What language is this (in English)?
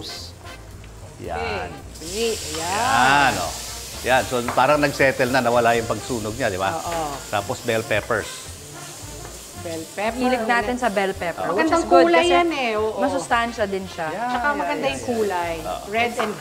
Filipino